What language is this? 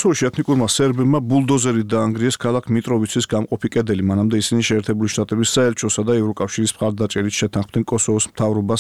Georgian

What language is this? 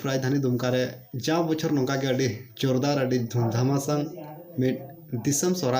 Santali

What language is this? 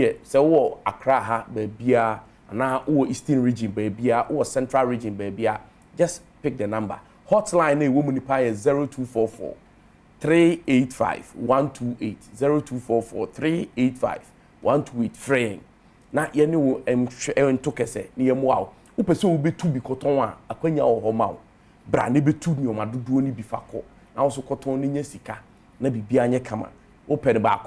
Akan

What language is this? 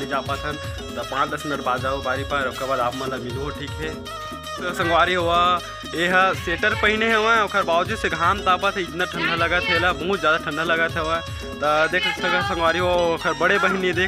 Chhattisgarhi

